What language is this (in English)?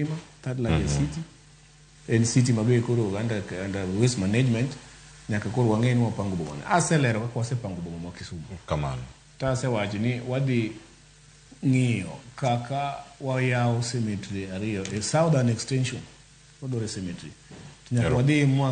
Luo (Kenya and Tanzania)